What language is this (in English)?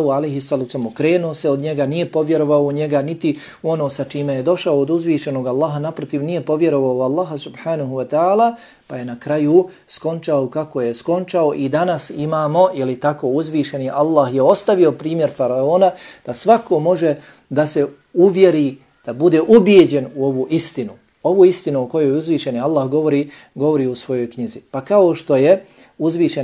Bosnian